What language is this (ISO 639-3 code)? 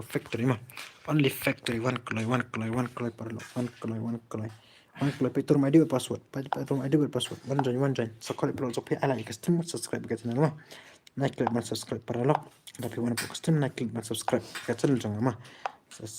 kha